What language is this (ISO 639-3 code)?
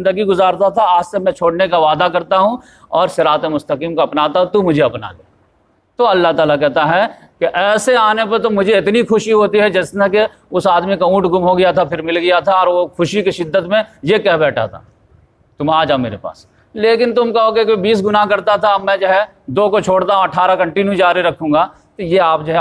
urd